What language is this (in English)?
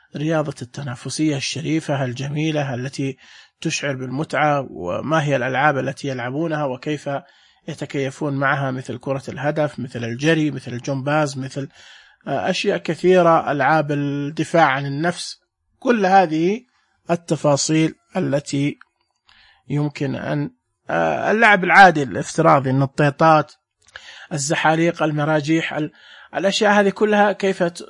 Najdi Arabic